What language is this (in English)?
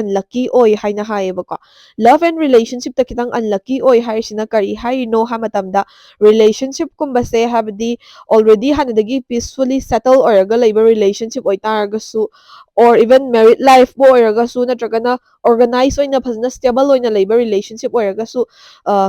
Manipuri